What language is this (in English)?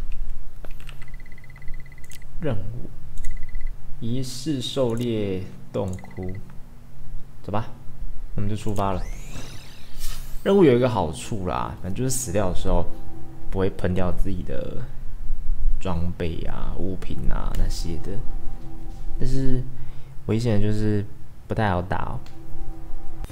Chinese